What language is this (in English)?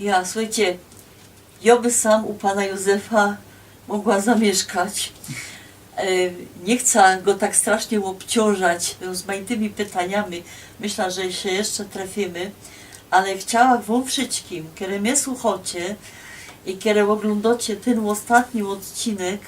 Silesian